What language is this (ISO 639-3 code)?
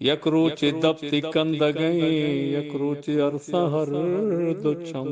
bgp